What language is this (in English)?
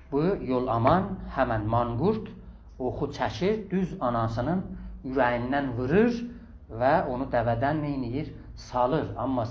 South Azerbaijani